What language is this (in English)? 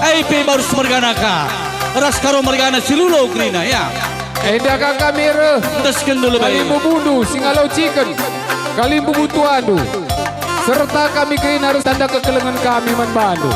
Batak Karo